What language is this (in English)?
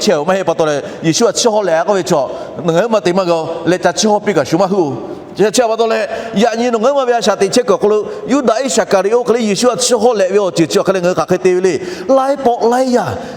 Lahu